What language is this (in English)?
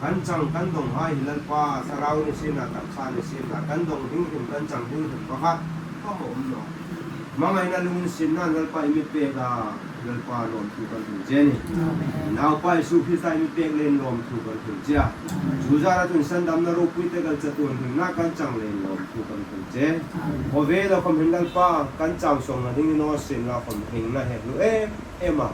Hmar